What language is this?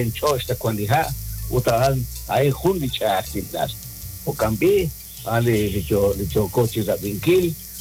Kekchí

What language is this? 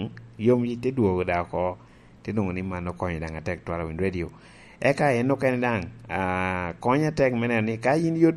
Lango (Uganda)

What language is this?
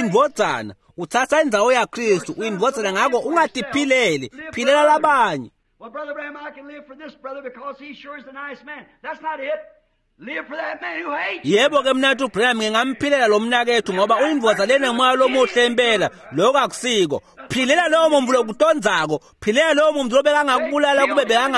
Swati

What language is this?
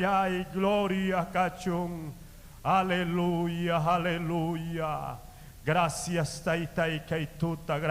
Ayacucho Quechua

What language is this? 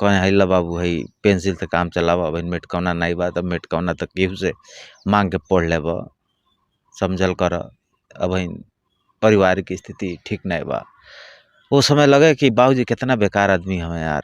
Bhojpuri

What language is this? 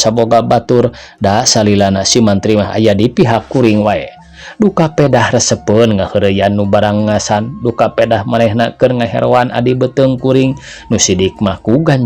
Sundanese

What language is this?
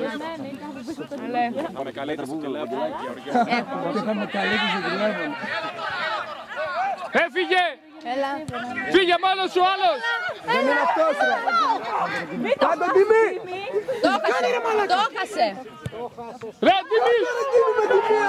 Greek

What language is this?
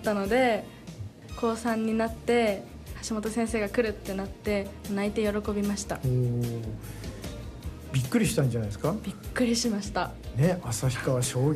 Japanese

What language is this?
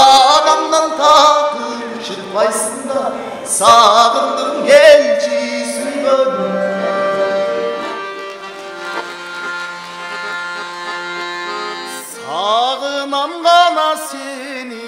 Kyrgyz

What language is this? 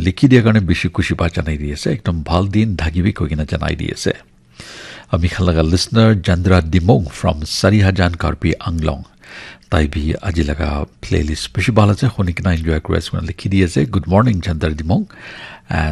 Naga Pidgin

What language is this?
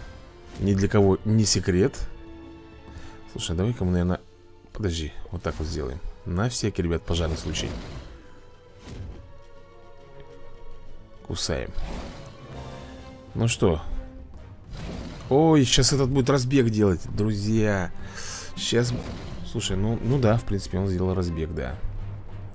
Russian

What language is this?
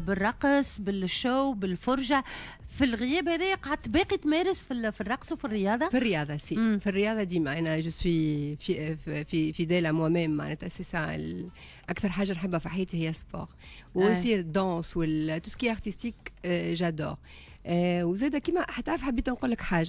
Tunisian Arabic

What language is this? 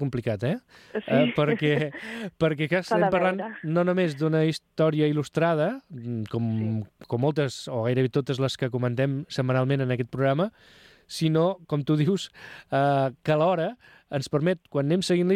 Catalan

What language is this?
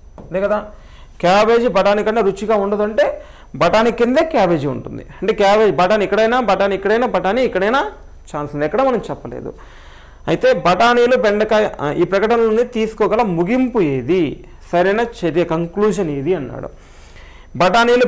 Telugu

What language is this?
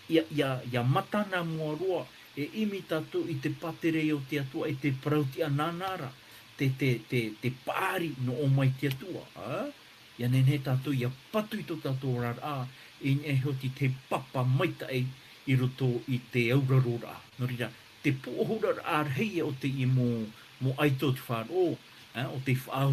Tahitian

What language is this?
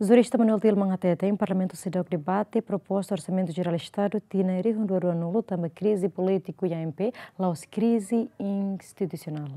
Tetum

